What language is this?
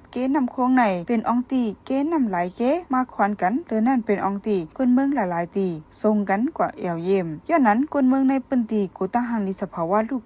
Shan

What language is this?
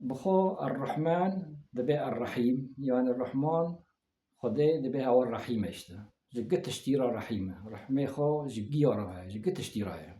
Kurdish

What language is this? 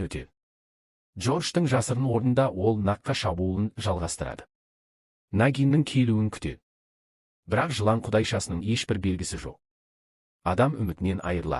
Kazakh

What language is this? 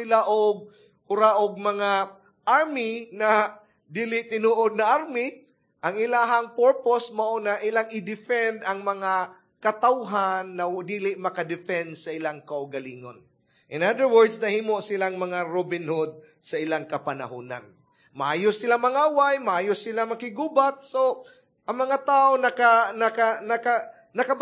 Cebuano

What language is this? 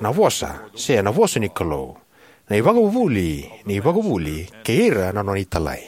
Fijian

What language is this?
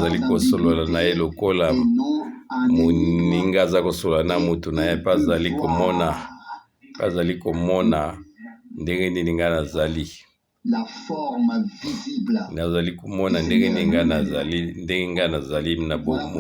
Lingala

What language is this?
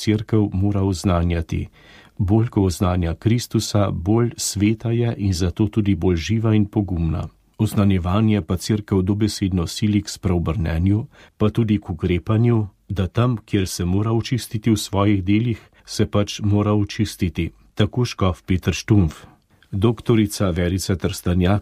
Slovenian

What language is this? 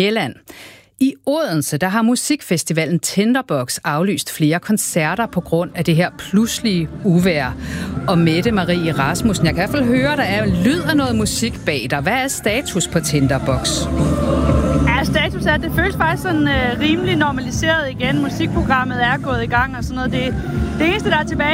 Danish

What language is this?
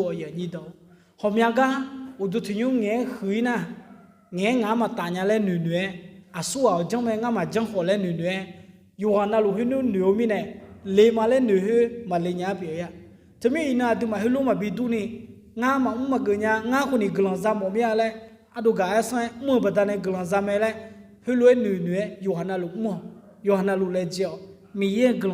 Akha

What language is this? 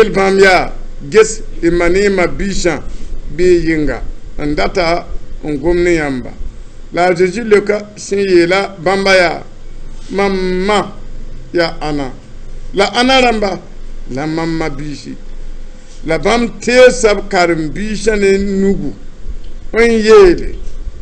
Mossi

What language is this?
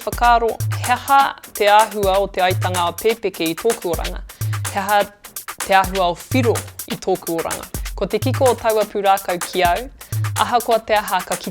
Māori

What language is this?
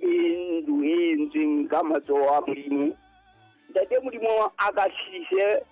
Southern Sotho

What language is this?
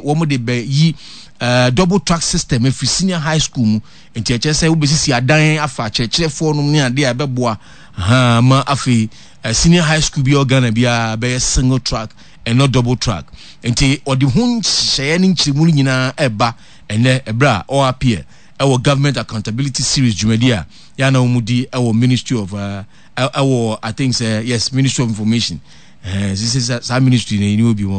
Akan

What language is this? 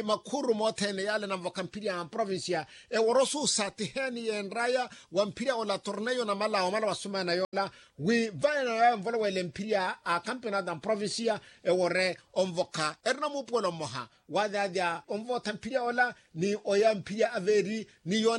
Makhuwa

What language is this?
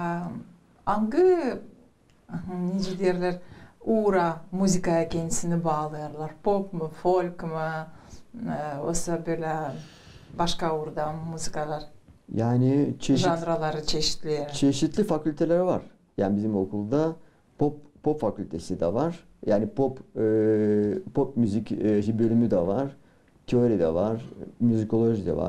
Gagauz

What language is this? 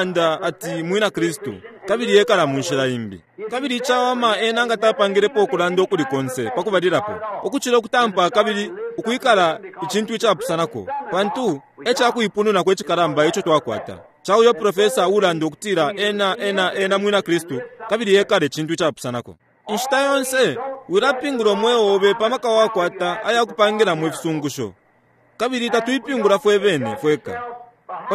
Bemba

